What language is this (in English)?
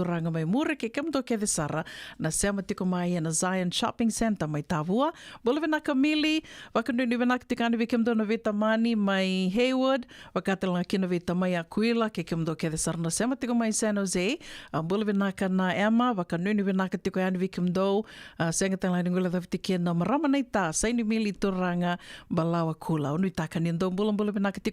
Fijian